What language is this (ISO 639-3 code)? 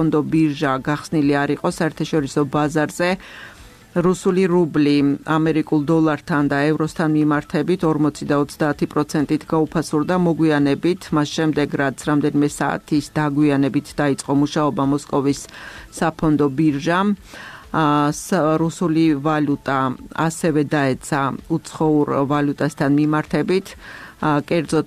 kat